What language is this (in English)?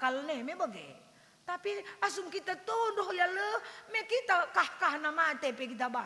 Batak Karo